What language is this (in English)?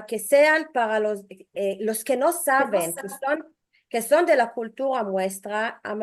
Ladino